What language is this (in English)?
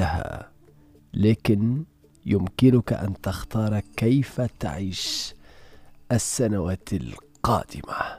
Tunisian Arabic